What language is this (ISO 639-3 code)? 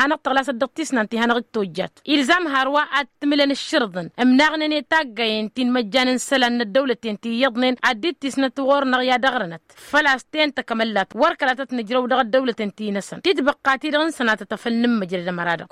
taq